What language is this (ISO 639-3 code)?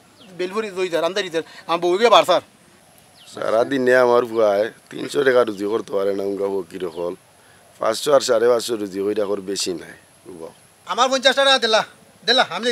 syl